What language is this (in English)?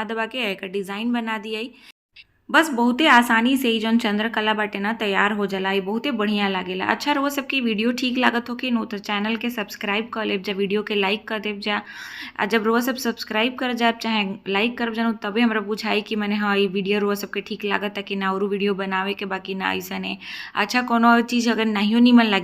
Bhojpuri